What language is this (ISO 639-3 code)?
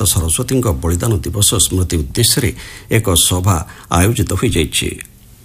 ori